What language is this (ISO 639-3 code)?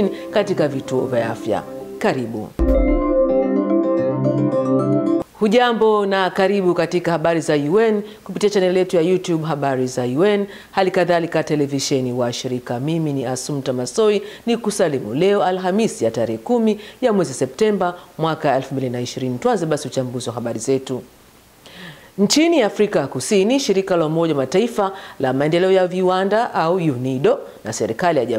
swa